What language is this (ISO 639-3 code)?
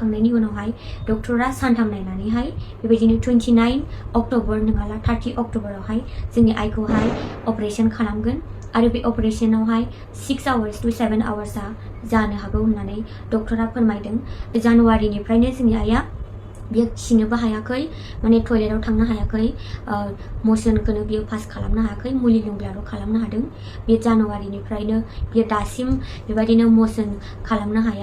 brx